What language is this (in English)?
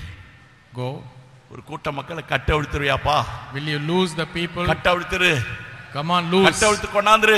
Tamil